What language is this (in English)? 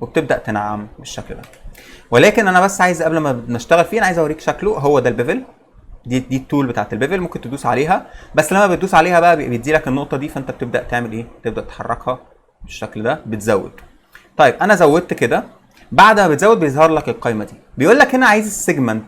Egyptian Arabic